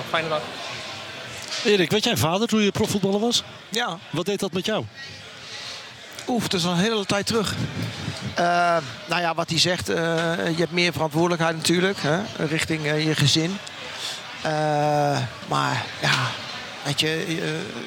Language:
Dutch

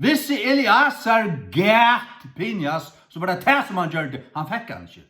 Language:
Faroese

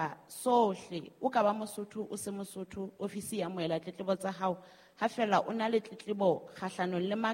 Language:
Southern Sotho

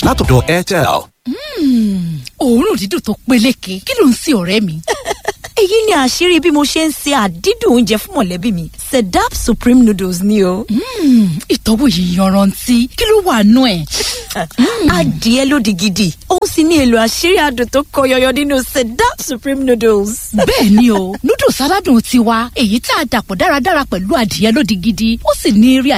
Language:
Yoruba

